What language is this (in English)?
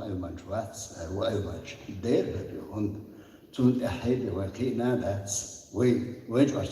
Chechen